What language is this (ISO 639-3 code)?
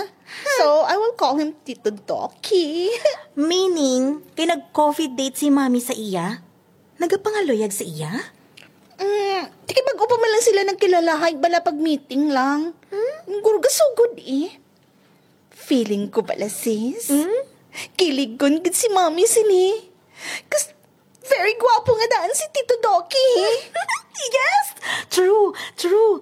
hil